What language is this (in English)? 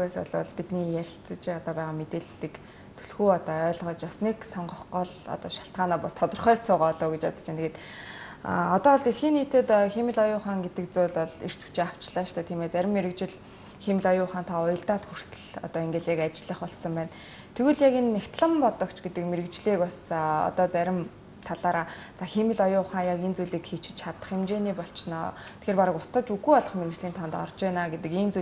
Mongolian